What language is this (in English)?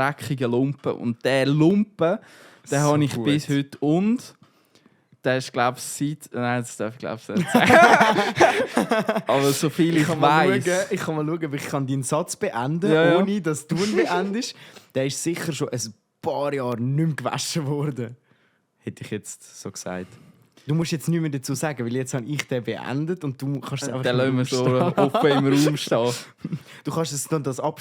Swiss German